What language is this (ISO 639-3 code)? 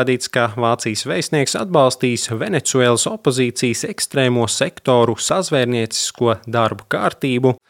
lav